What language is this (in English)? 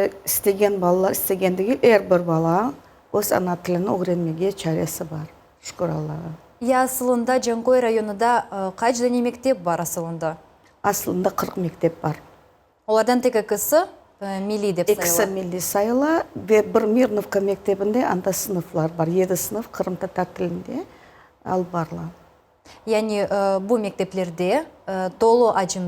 Crimean Tatar